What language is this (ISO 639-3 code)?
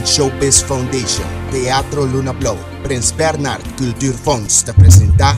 pap